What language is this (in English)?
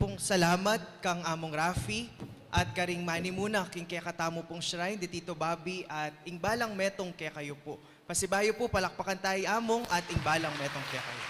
Pampanga